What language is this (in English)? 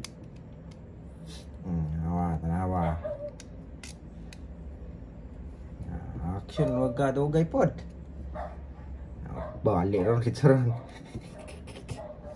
Filipino